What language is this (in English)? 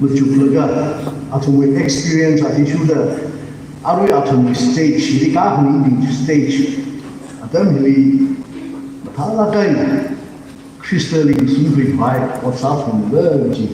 Tangkhul Naga (India)